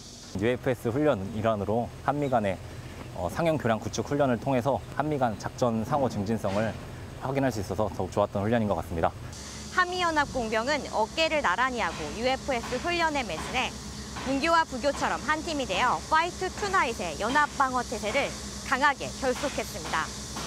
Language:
Korean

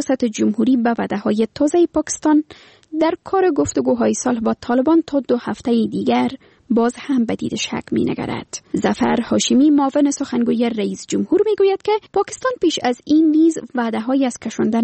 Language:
Persian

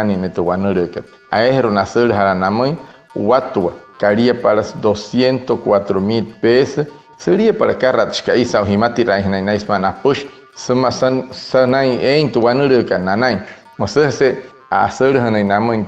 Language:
Wayuu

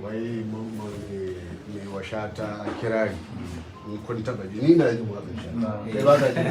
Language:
Hausa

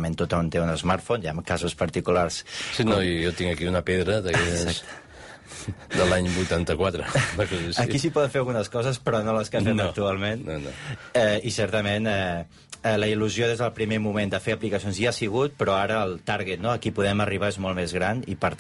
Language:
Catalan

